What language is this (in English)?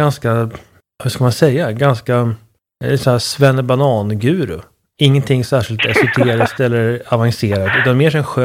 Swedish